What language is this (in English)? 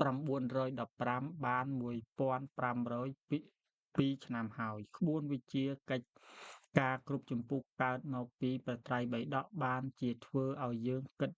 Khmer